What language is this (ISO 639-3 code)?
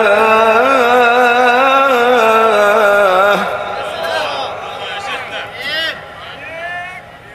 ara